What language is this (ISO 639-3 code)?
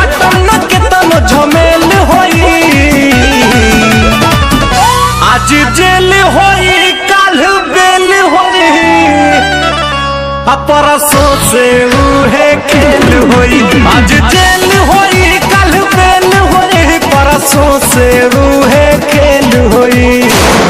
bho